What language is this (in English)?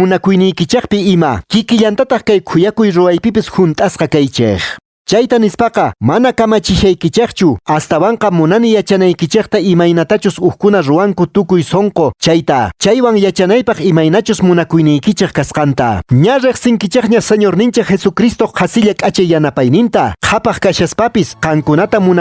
Quechua